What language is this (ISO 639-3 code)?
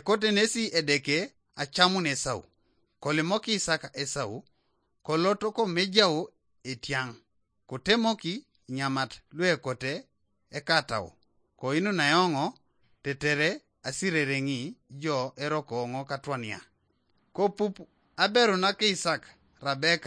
teo